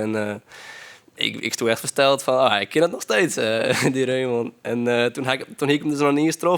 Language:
Western Frisian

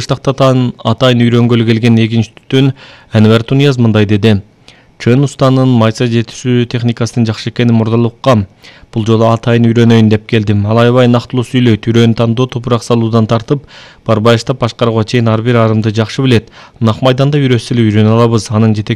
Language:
Kyrgyz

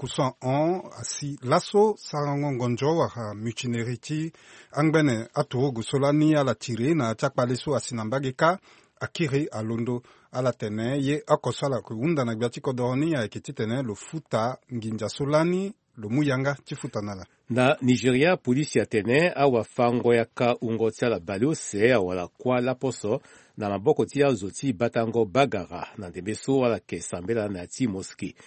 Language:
Sango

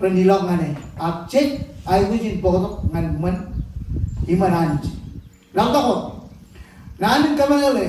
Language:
Marshallese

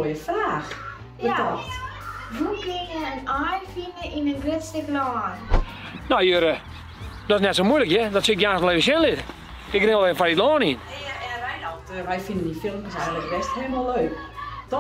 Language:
Western Frisian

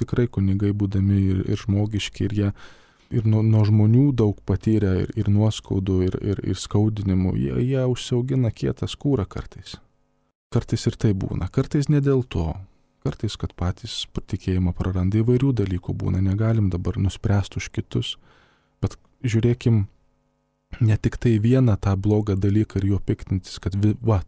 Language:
Lithuanian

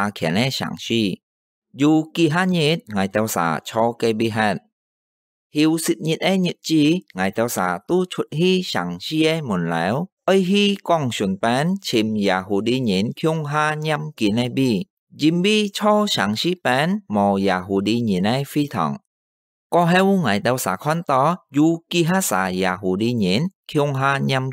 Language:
Hakka Chinese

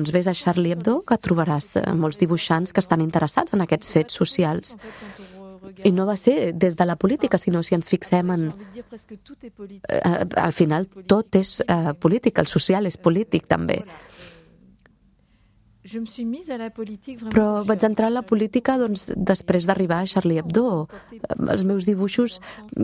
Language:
Catalan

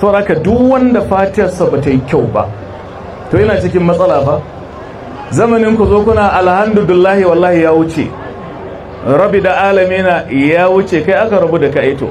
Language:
Hausa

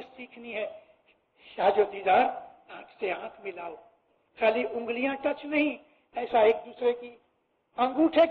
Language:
Urdu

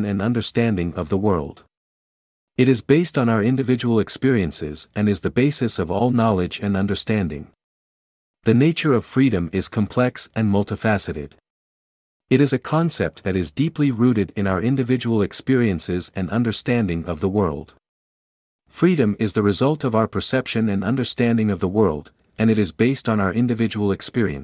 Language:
English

